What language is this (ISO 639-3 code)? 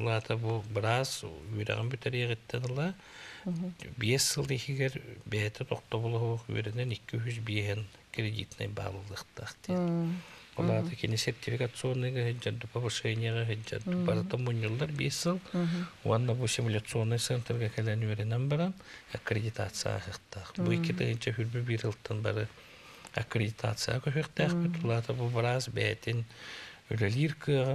sah